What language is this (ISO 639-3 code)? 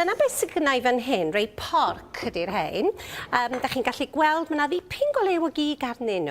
cym